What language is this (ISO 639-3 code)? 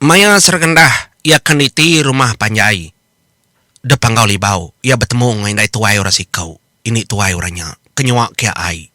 iba